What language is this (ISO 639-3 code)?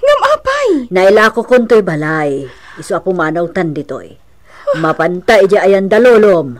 ilo